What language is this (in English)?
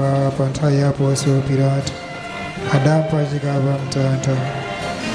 Nyanja